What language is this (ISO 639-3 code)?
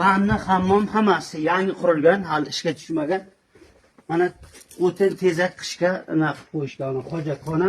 uzb